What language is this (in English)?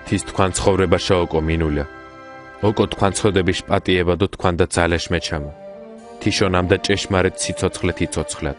Mingrelian